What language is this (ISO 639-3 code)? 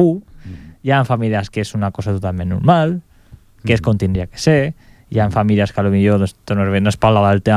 cat